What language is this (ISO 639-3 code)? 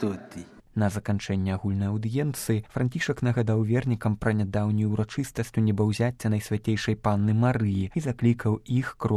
bel